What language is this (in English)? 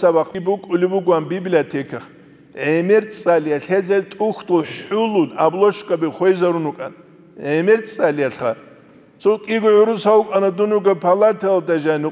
Avaric